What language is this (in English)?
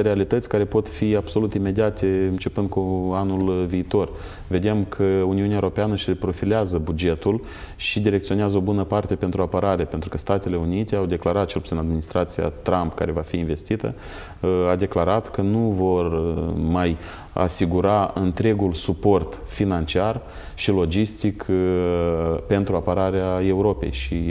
Romanian